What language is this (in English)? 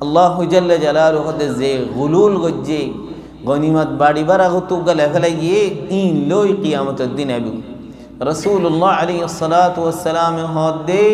Rohingya